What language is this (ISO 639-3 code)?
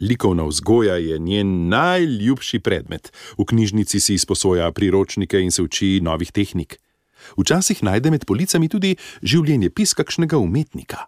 slv